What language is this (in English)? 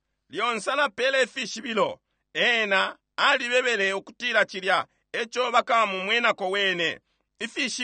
Bemba